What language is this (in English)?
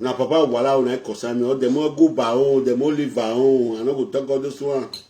Nigerian Pidgin